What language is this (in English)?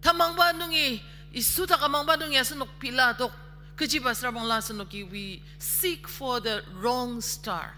Ao Naga